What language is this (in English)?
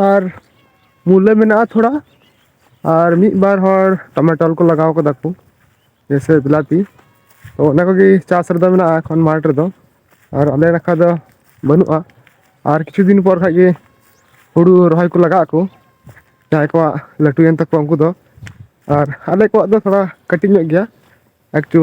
Santali